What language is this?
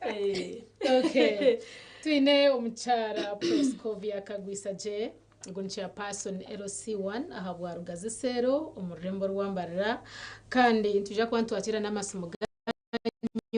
Nyankole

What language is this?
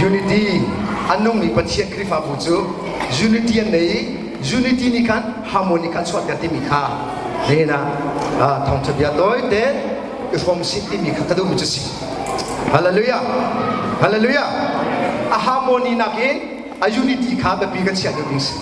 Hakha Chin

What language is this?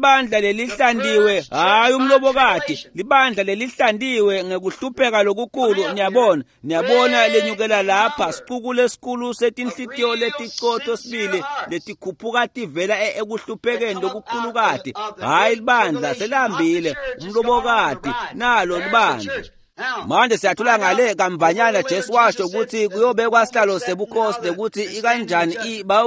Swati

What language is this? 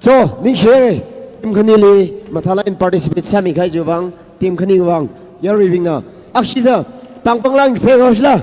Tangkhul Naga (India)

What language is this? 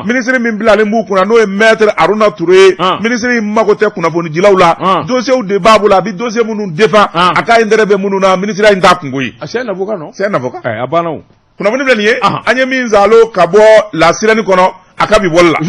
Bambara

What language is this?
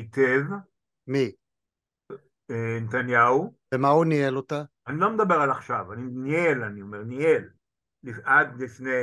Hebrew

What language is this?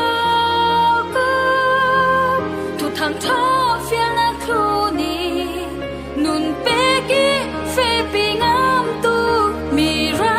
Falam Chin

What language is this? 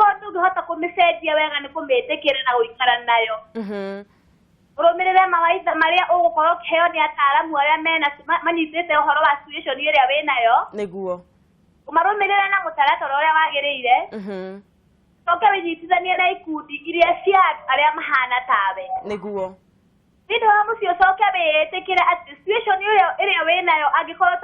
Kikuyu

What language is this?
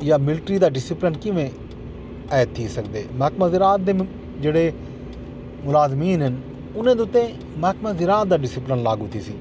Saraiki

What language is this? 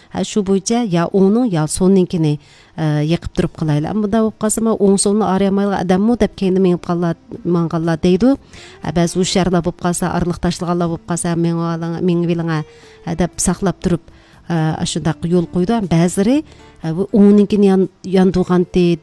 Uyghur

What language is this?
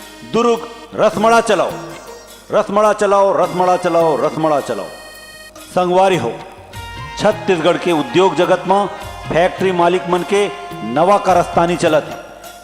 Chhattisgarhi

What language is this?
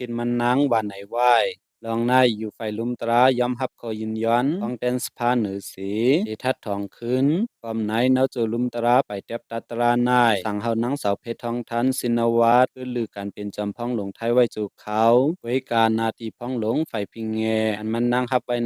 Lao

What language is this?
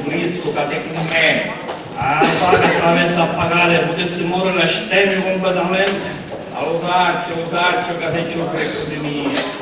Sicilian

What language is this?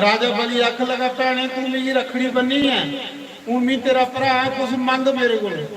Dogri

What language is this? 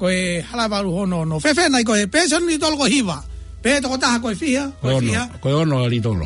Tongan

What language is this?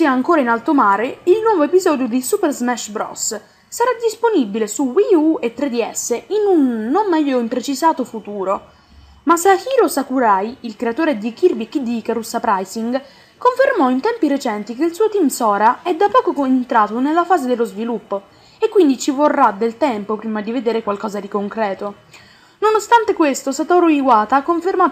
Italian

